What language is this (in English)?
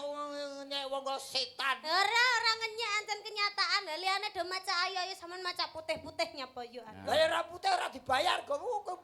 Javanese